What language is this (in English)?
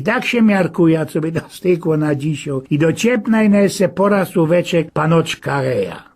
Silesian